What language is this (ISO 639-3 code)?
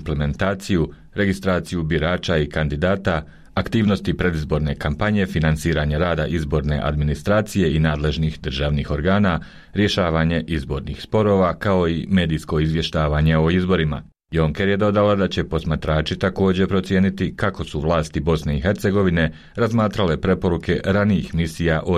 bos